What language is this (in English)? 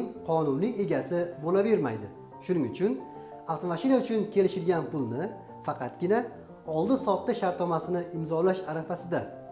Uzbek